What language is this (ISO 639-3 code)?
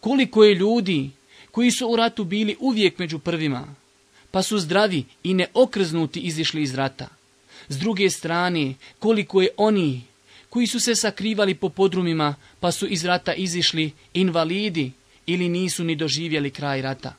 bos